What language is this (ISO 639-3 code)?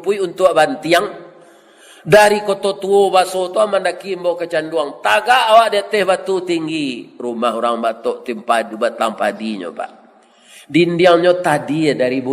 min